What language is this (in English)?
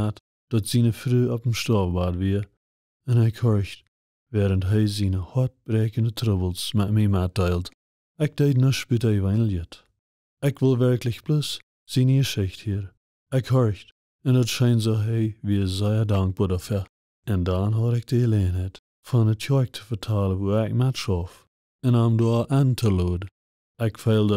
Plautdietsch